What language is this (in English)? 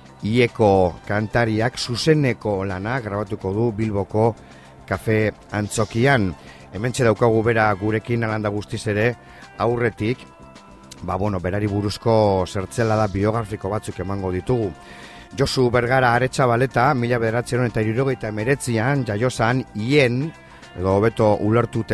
Basque